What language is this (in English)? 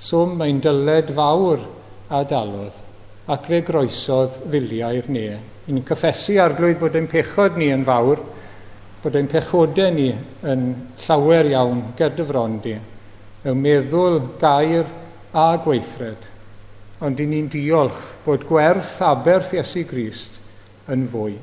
Welsh